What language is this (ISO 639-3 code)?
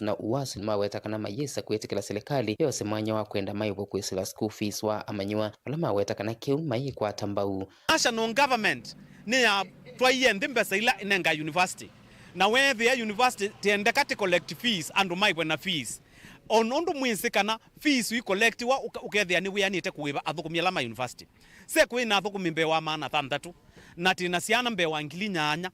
kam